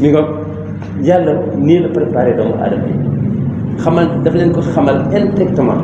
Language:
Wolof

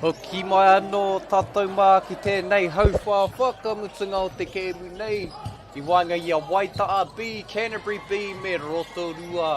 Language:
Māori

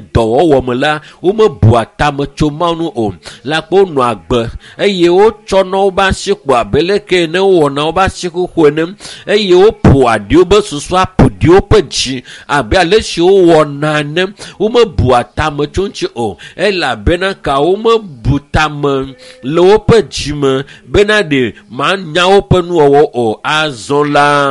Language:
Ewe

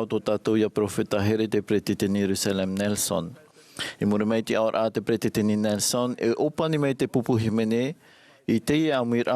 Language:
Tahitian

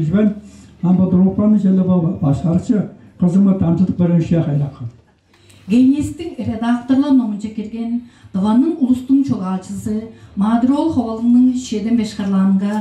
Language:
Tuvinian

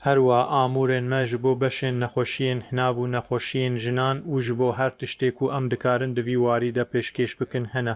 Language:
Kurdish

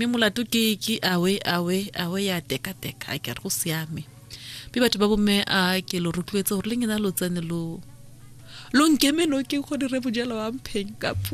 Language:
Tswana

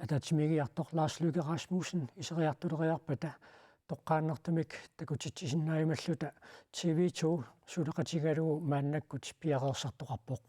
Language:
Kalaallisut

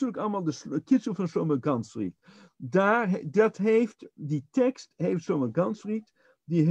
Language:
Dutch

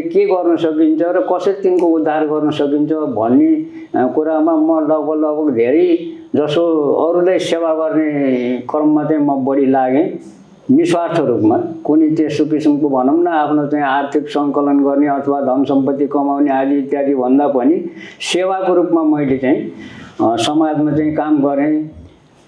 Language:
Nepali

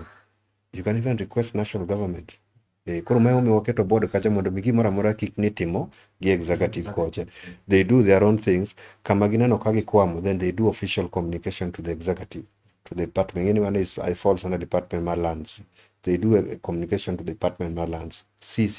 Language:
Luo (Kenya and Tanzania)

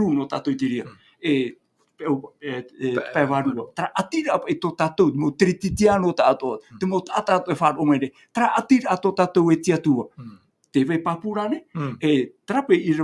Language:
Tahitian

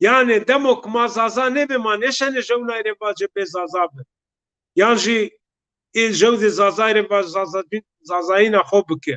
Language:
Zaza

